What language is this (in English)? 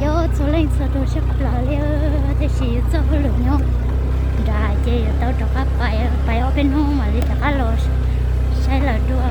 Hmong